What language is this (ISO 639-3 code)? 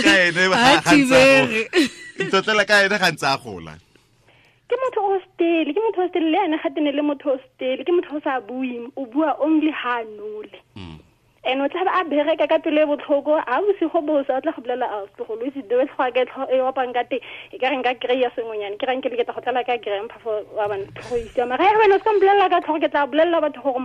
tsn